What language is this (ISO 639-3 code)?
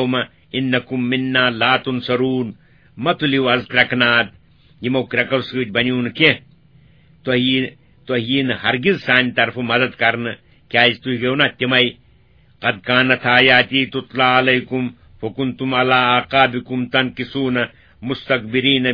kas